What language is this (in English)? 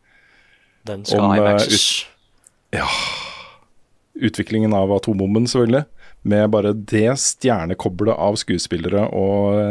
Norwegian